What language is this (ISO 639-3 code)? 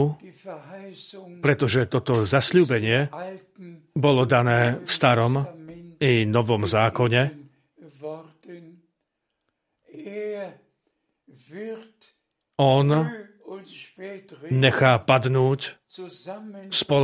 slk